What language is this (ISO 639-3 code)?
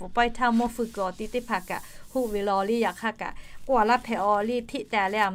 lhu